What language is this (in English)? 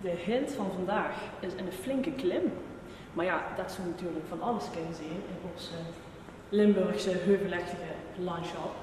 Limburgish